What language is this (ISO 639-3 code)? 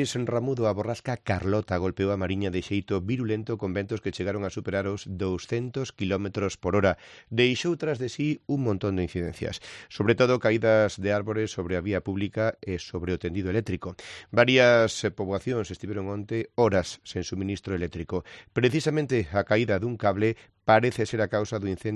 glg